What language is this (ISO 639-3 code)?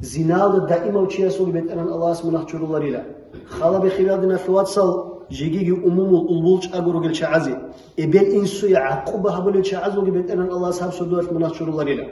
ava